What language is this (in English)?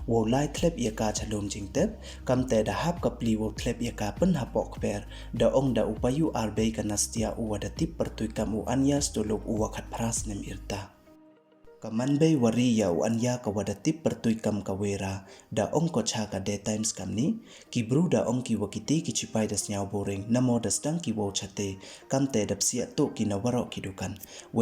Pnar